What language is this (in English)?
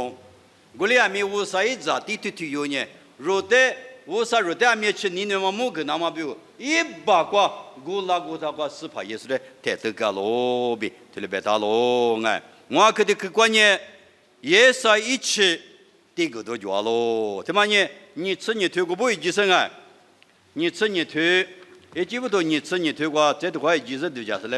Lisu